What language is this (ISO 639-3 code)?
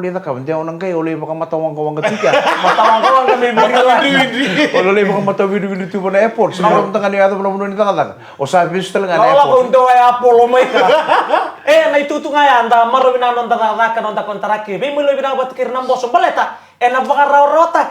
fij